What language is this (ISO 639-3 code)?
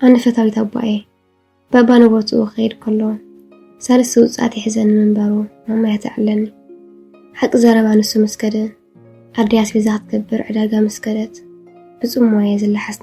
tir